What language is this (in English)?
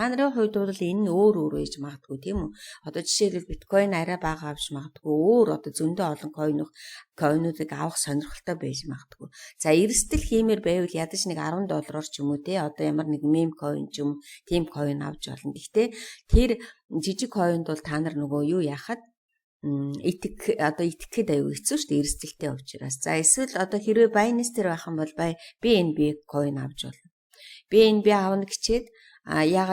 Mongolian